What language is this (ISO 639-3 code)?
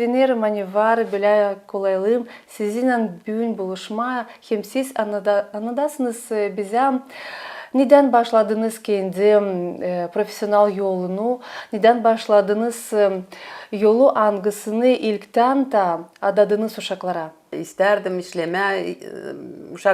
gag